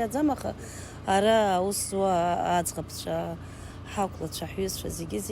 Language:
Abkhazian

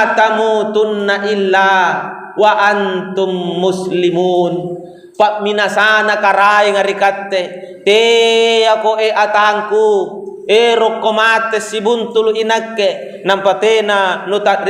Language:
Makasar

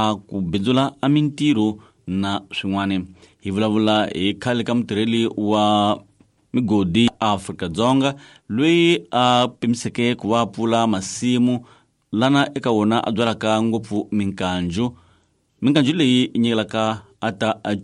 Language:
Tsonga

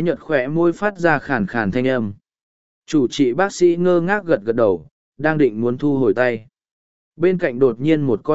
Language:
Vietnamese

